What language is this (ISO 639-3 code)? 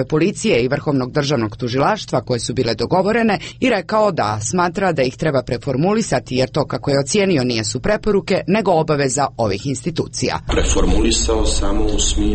srp